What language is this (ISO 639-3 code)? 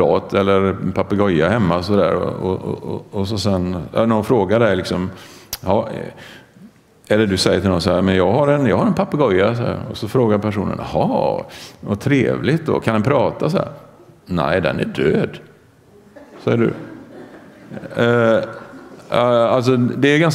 swe